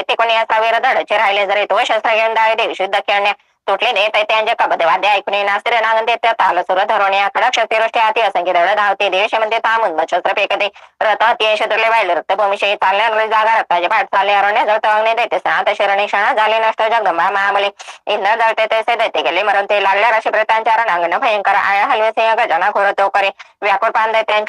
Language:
Marathi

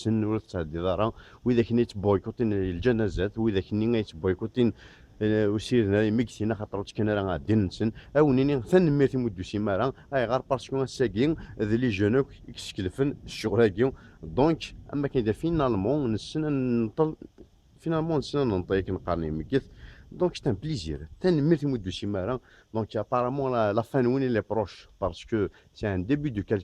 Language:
Kabyle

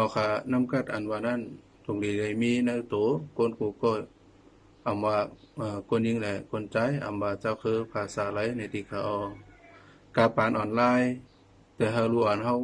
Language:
Shan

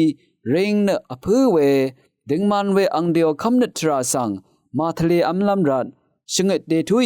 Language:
Rawang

